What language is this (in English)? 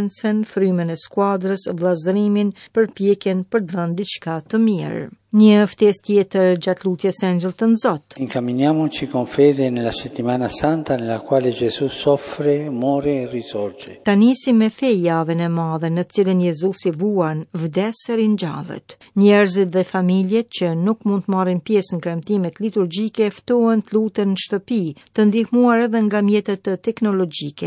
Albanian